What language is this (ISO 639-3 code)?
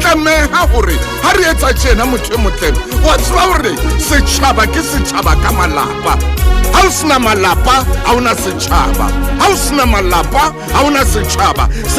sot